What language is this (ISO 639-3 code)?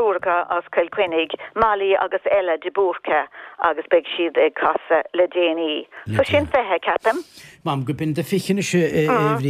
gle